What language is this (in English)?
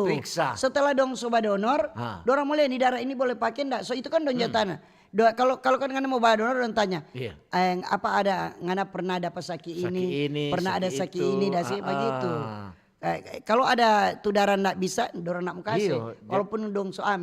Manado Malay